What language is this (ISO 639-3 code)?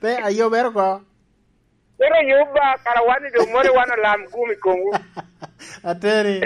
laj